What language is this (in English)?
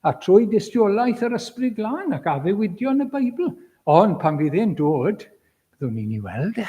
Welsh